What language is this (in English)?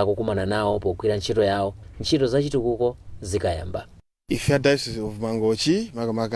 Nyanja